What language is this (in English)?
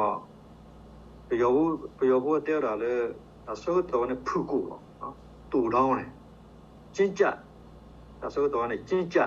S'gaw Karen